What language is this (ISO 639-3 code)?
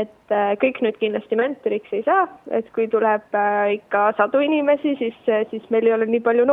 est